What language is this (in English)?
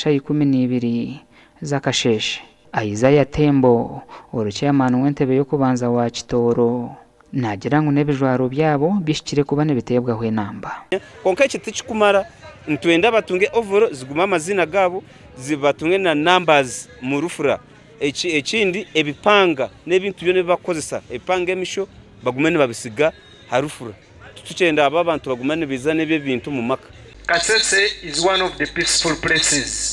Nyankole